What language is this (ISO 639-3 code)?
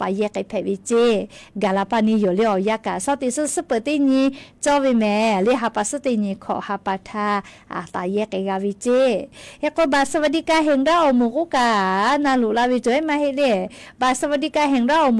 lhu